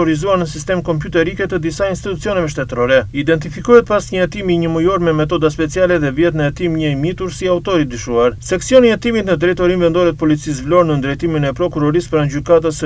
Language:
Albanian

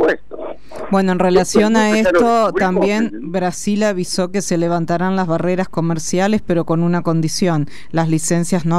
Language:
Spanish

